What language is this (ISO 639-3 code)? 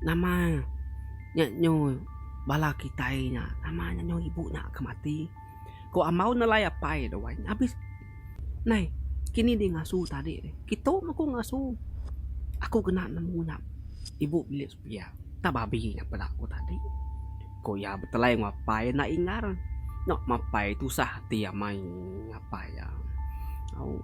iba